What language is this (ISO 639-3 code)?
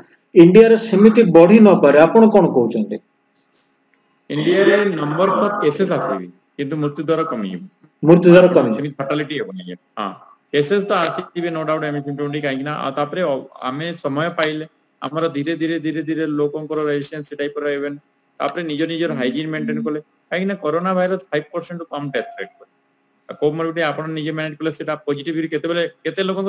ori